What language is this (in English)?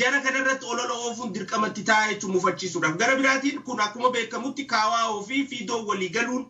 Oromo